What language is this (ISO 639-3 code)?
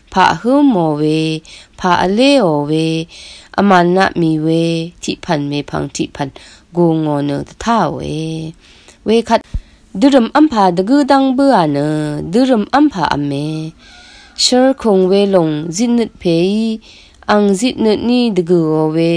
raw